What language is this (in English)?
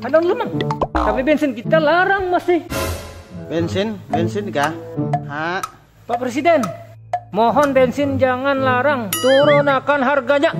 Banjar